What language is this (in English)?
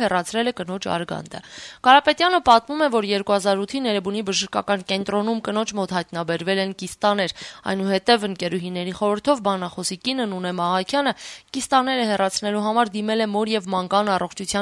Armenian